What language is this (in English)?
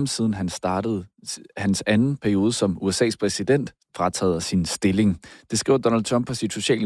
Danish